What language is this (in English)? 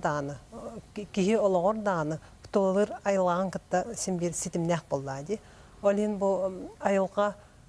Yakut